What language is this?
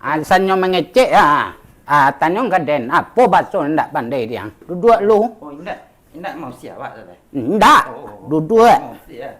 Minangkabau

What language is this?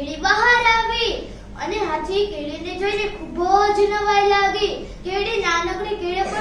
Gujarati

